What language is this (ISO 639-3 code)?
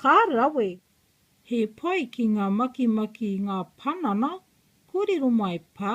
mri